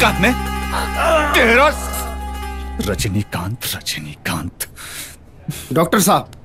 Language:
Bhojpuri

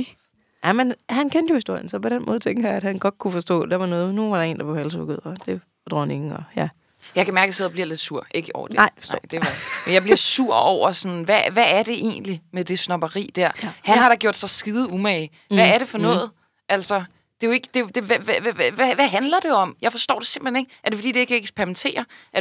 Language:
Danish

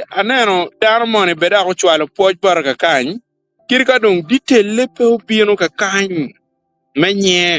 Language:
Acoli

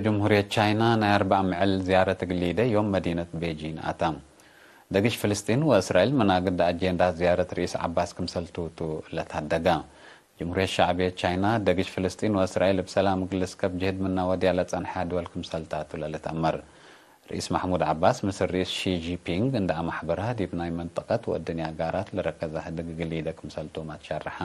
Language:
Tigre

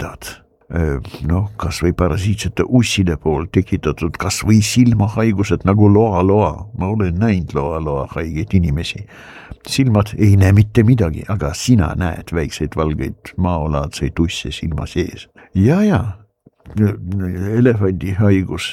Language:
Estonian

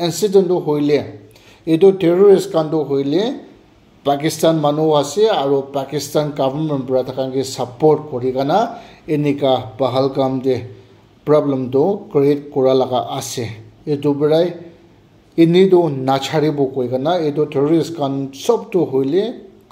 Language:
Naga Pidgin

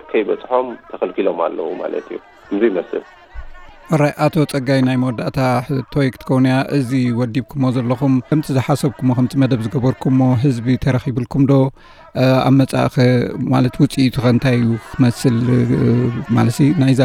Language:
Tigrinya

